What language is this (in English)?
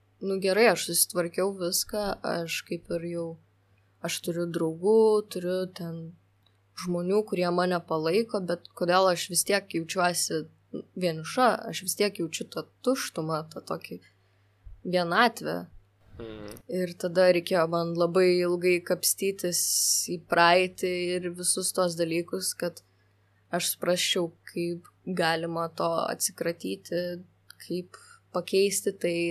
Lithuanian